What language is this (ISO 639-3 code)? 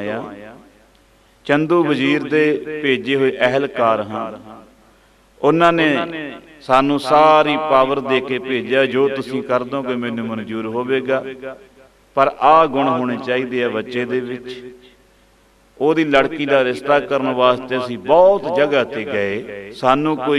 pan